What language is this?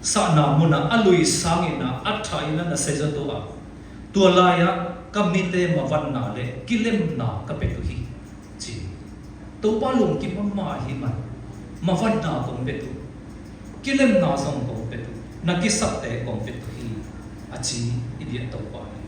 Siyin Chin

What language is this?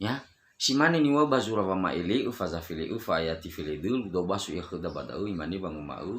Nias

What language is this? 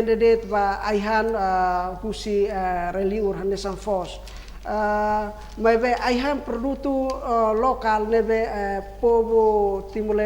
Tetum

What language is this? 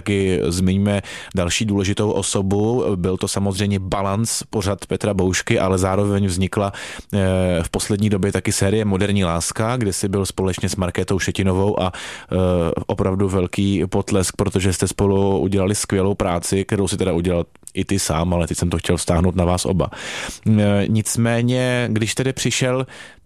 Czech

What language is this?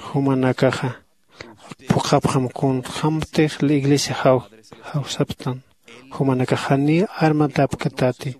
Aymara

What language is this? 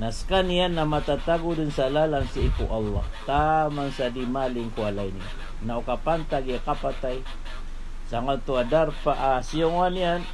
Maranao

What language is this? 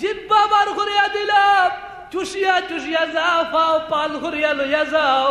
Sylheti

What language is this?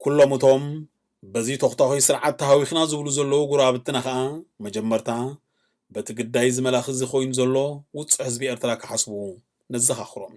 Tigrinya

